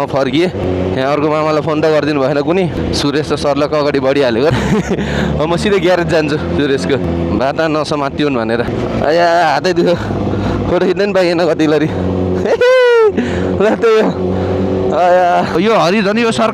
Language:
Nepali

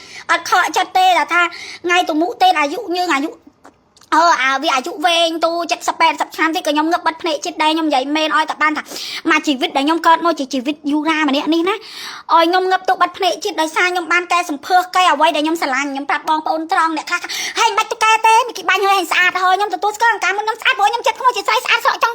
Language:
Khmer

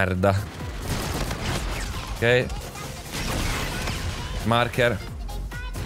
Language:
Italian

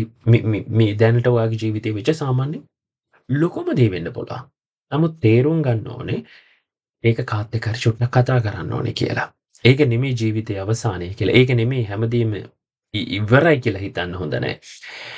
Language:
Sinhala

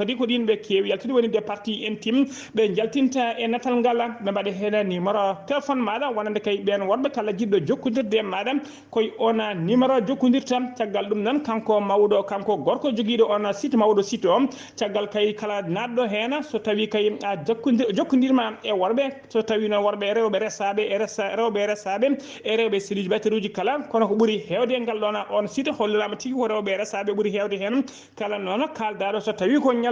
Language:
Fula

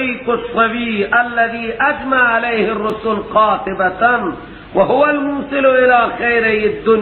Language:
Persian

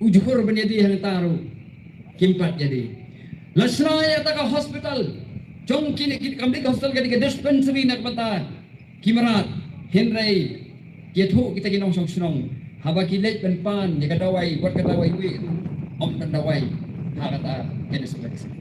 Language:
Khasi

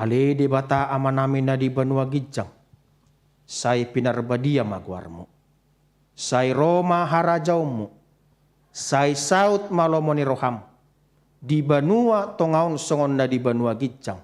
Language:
Batak Toba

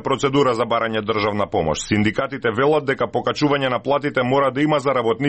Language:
Macedonian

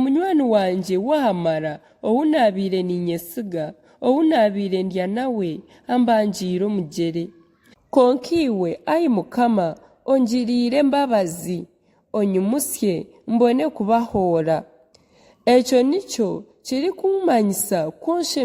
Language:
Nyankole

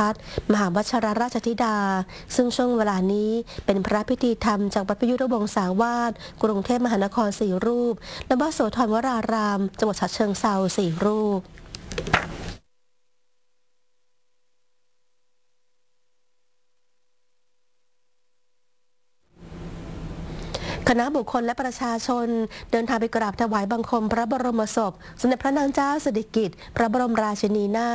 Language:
Thai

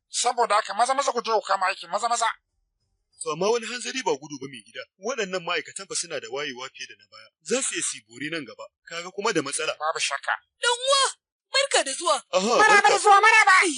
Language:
Hausa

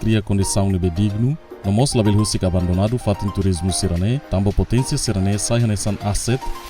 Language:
Tetum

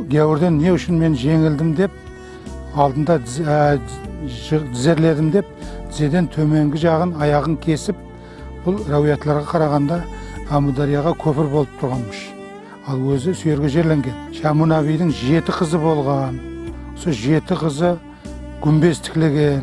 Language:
Kara-Kalpak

